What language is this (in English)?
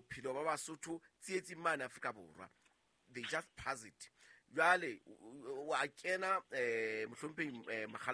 Southern Sotho